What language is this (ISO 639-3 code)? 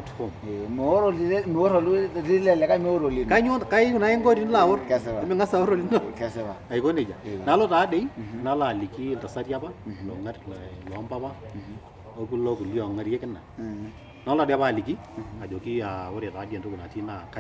mas